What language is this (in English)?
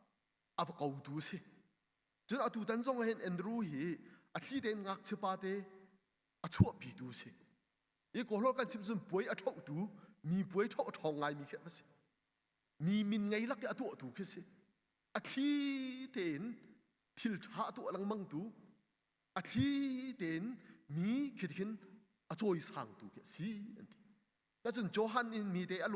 Hakha Chin